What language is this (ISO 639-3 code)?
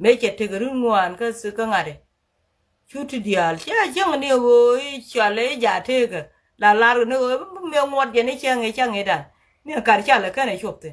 nus